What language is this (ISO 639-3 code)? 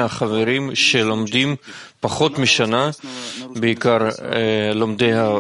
heb